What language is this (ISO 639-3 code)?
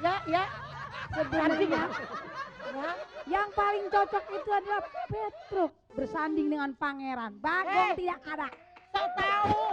bew